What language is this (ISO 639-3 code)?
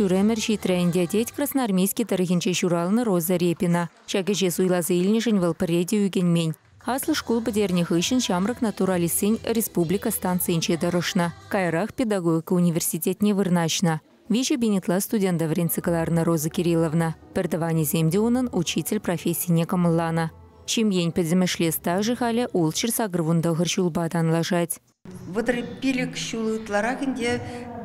chv